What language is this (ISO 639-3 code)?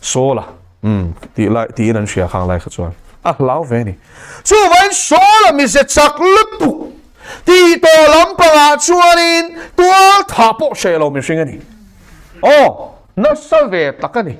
lus